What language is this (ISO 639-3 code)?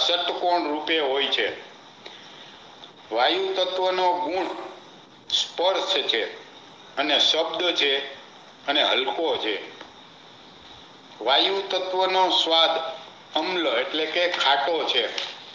guj